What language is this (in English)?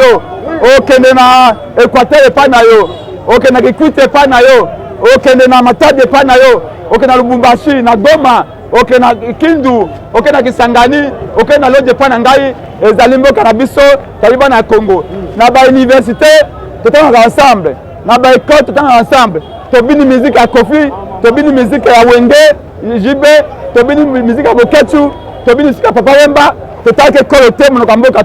Lingala